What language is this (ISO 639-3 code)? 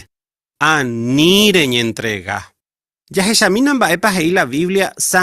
grn